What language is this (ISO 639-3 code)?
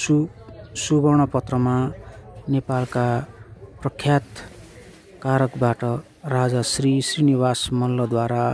nep